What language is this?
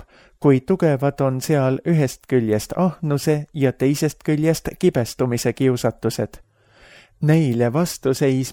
Estonian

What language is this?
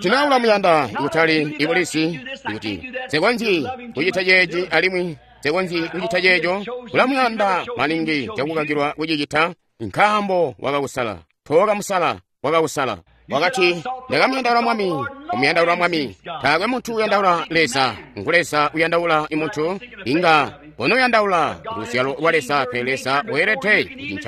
Tonga (Zambia)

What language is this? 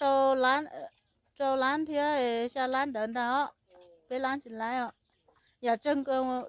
Hmong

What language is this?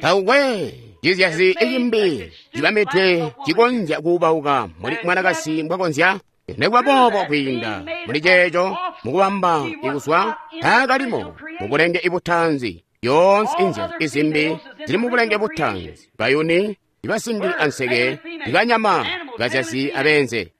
Tonga (Zambia)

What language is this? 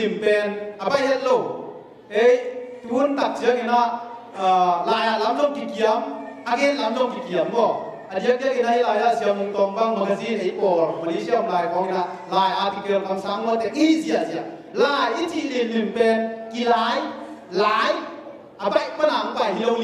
Tedim Chin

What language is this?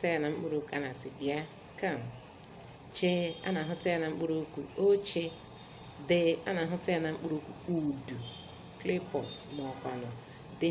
Igbo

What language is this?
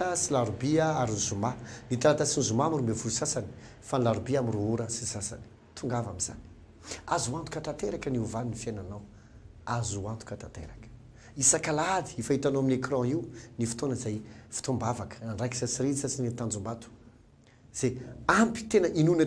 Malagasy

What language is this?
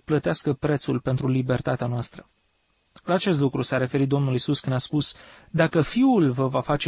Romanian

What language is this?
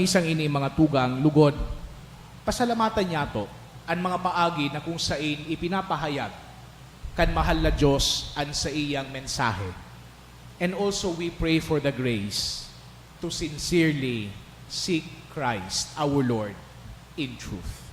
Bikol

